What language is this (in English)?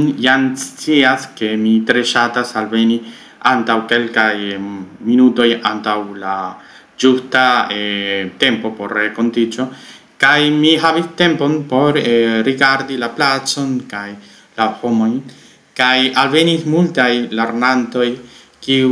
Esperanto